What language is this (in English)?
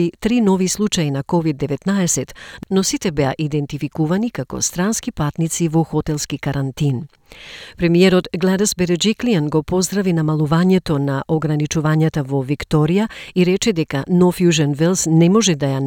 Macedonian